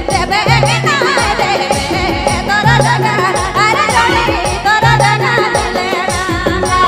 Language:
Sadri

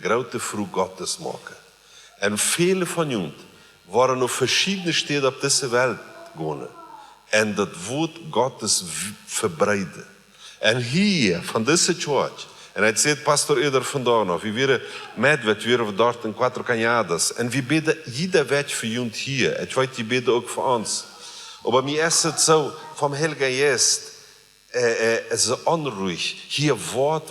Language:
Plautdietsch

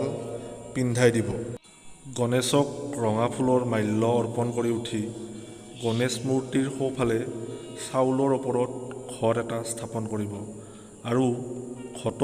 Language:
Assamese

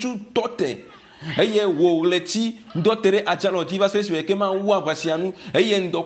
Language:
Ewe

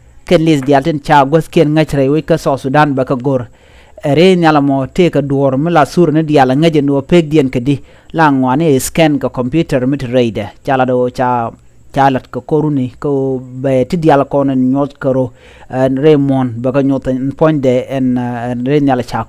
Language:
Nuer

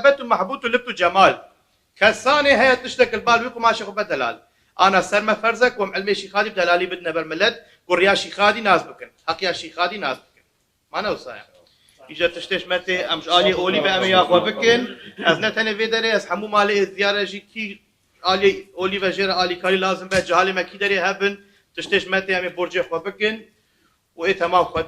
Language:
Kurdish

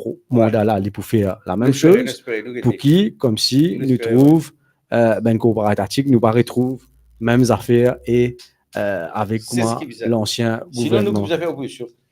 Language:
Morisyen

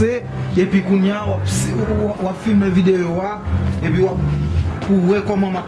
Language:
Haitian Creole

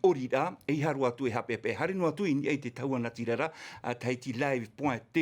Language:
Tahitian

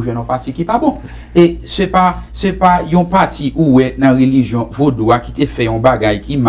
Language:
Haitian Creole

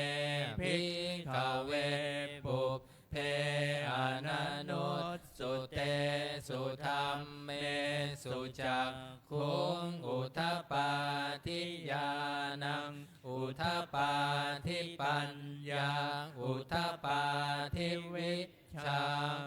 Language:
Pali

